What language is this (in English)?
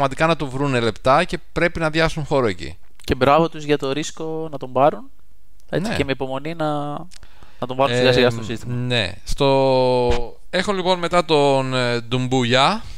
Greek